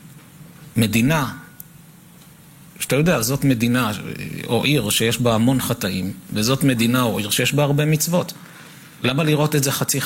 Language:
Hebrew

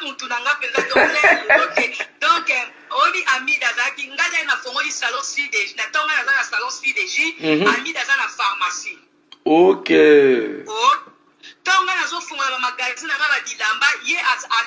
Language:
Lingala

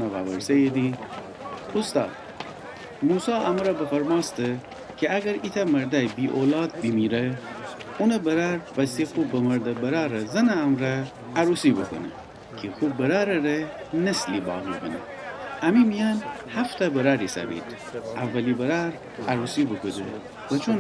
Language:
Gilaki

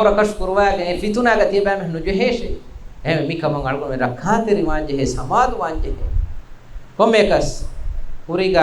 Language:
Divehi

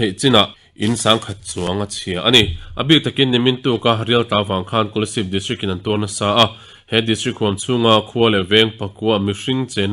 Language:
Mizo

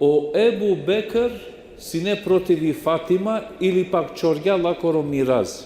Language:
Balkan Romani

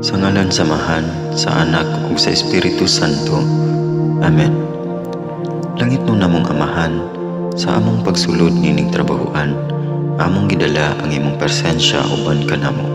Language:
Cebuano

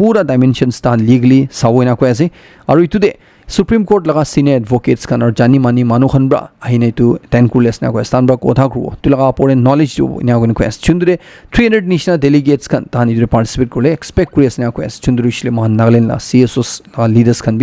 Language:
Naga Pidgin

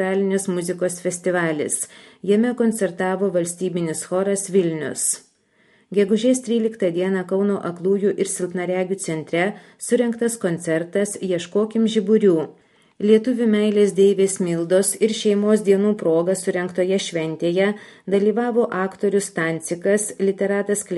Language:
Lithuanian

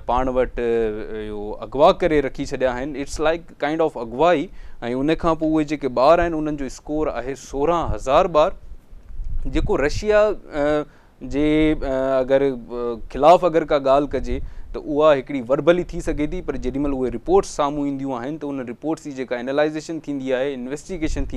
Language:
Sindhi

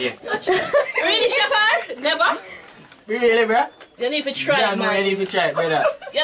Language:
Jamaican Creole English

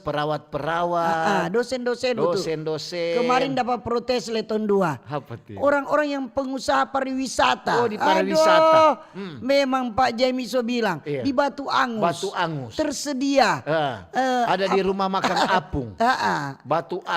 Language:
Manado Malay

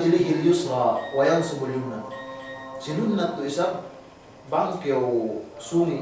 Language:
Yakan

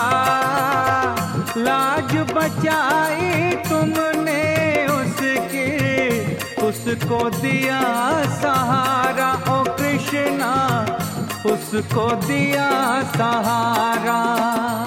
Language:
Hindi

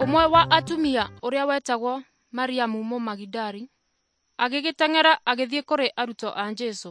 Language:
Kikuyu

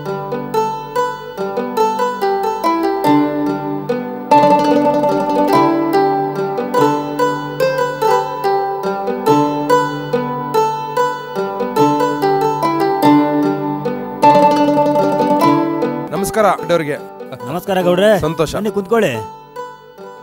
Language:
Kannada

